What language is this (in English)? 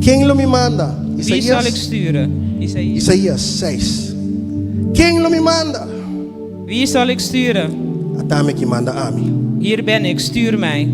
Papiamento